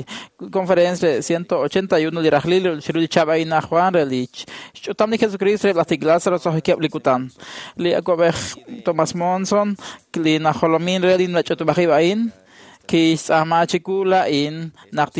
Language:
Kekchí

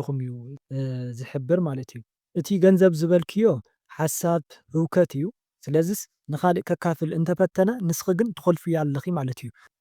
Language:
Tigrinya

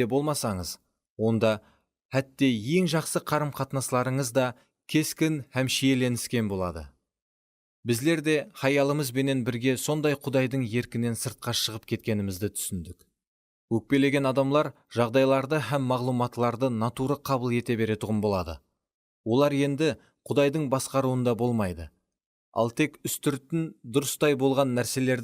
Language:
Kara-Kalpak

